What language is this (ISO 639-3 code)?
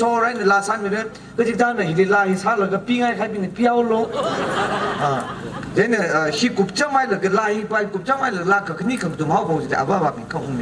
nmf